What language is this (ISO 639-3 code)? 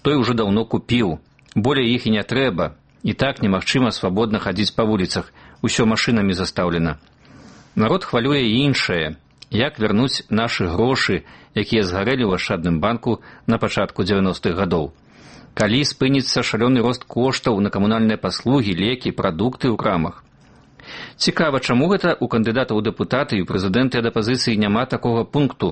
bel